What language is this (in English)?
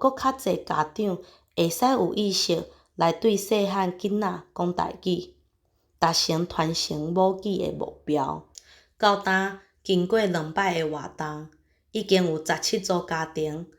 Min Nan Chinese